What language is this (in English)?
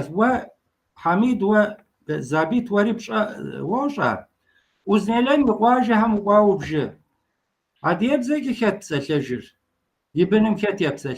Kabardian